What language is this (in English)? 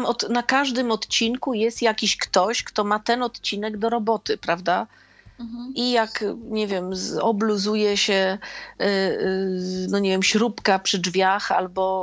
Polish